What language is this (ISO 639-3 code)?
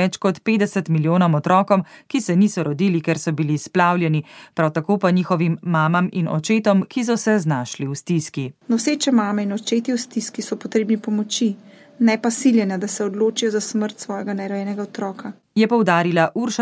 slv